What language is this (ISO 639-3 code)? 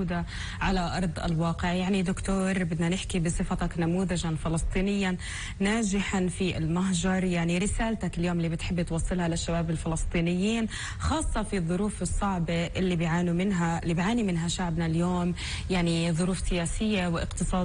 apc